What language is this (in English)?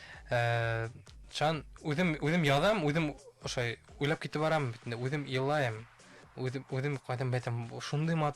Bashkir